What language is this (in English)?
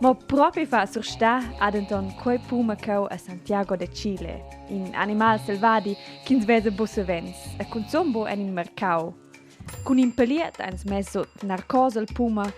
Romansh